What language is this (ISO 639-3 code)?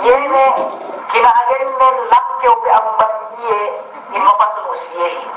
yka